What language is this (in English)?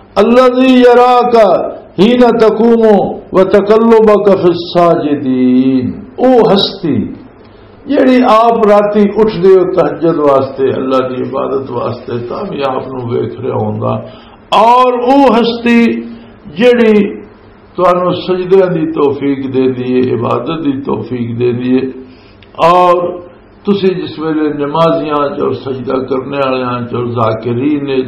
Western Panjabi